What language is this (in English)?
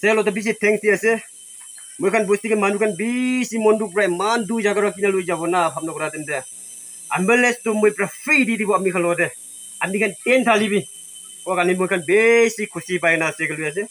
Naga Pidgin